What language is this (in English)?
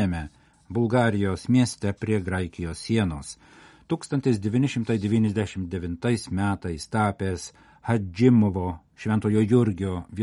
Lithuanian